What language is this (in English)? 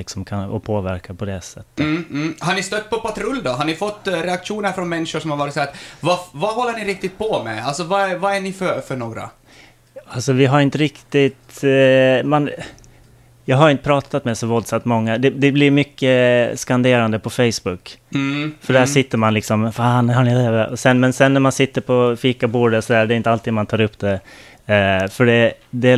Swedish